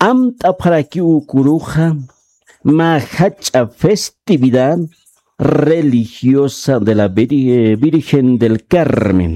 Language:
Aymara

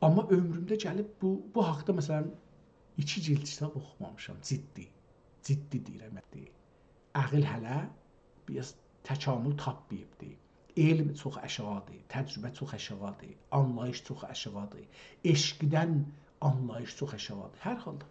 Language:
South Azerbaijani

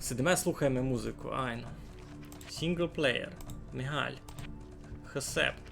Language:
Rusyn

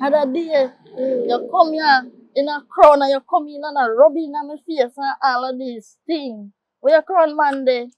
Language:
Jamaican Creole English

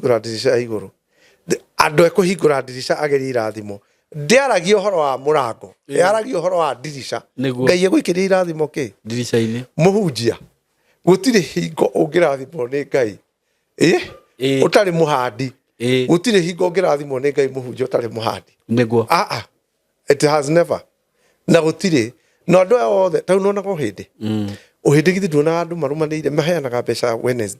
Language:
Kikuyu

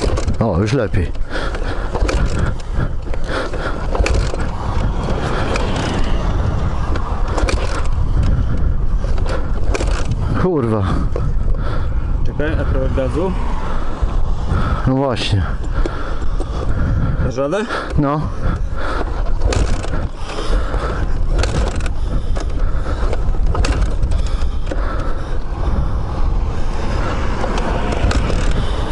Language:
Polish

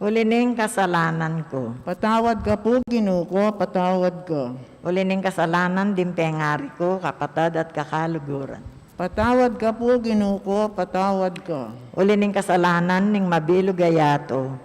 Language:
Pampanga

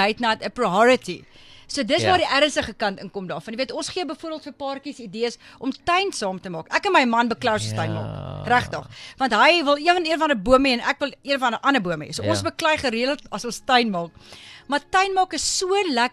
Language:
Afrikaans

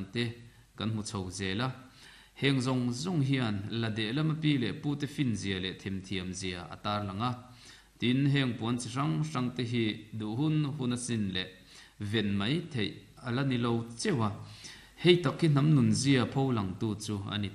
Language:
Mizo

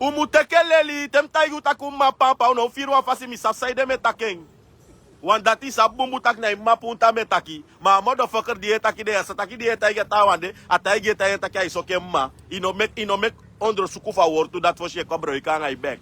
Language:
Sranan Tongo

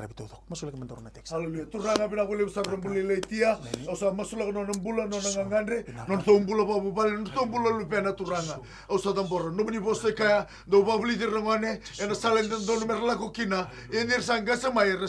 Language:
Fijian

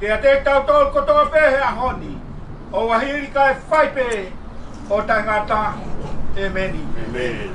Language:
Tongan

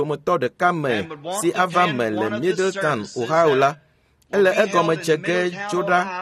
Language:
Ewe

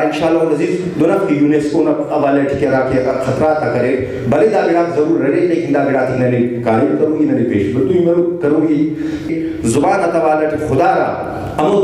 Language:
Brahui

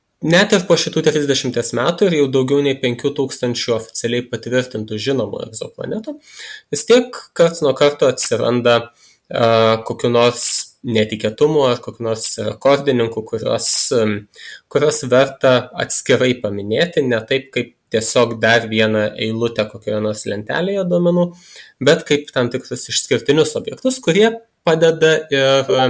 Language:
Lithuanian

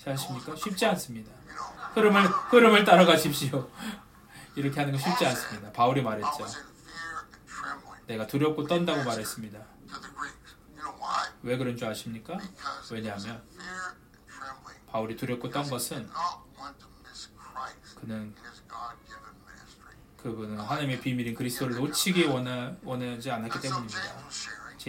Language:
Korean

